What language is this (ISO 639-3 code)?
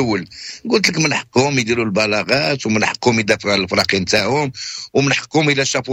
ary